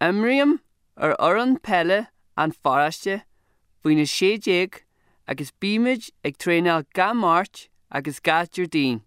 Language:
Irish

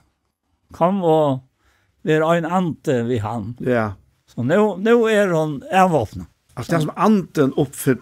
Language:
Faroese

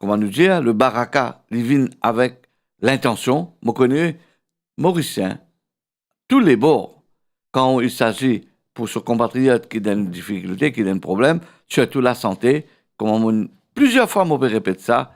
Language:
Morisyen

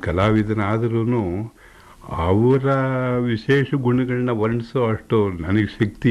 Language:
Kannada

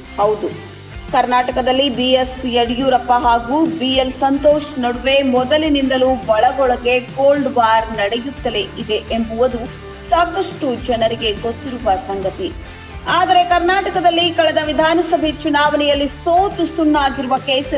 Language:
Kannada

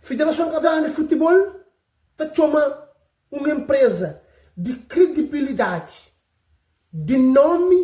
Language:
Kabuverdianu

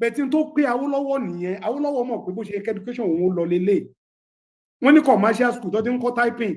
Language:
Yoruba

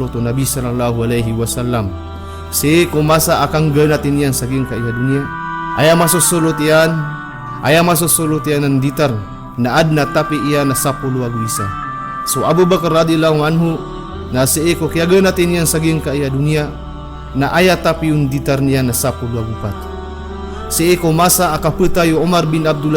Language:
Maranao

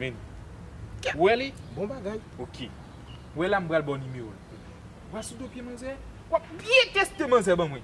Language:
Haitian Creole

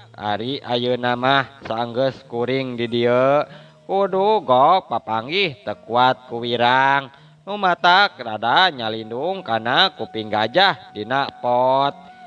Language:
Sundanese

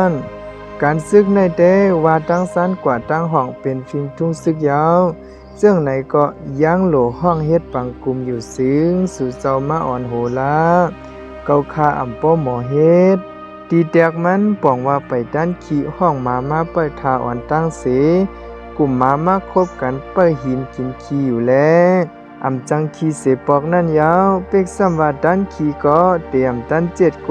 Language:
Shan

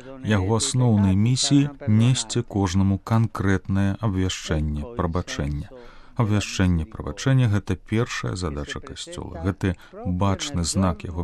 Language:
Belarusian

